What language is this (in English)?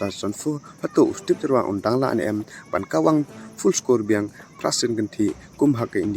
Khasi